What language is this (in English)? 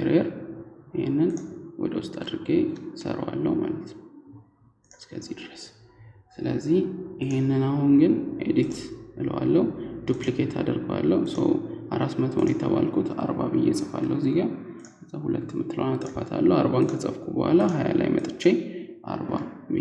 Amharic